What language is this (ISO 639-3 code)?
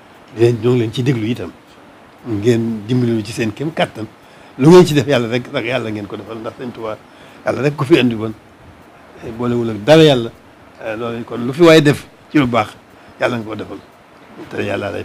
wol